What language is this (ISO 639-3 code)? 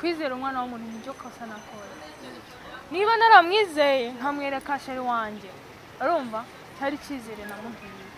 kin